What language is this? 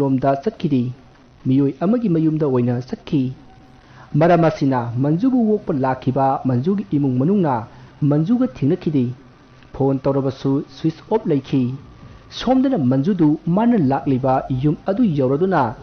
Manipuri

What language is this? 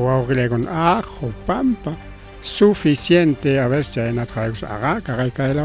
Ayacucho Quechua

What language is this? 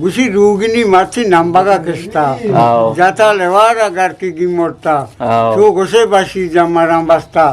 Eastern Balochi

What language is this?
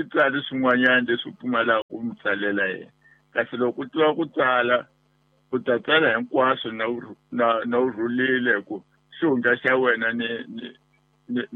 Tsonga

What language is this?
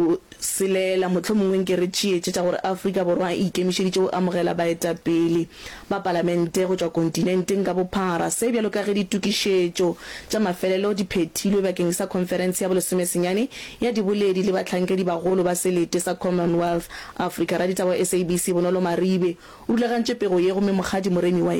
Northern Sotho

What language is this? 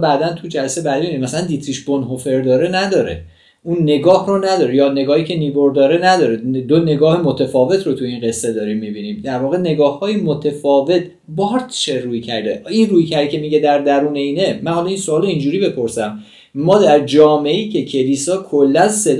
Persian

